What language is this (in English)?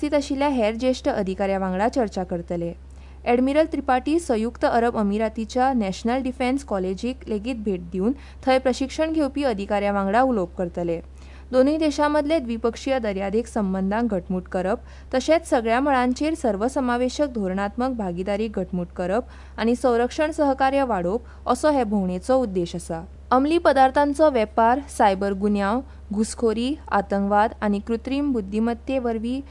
Konkani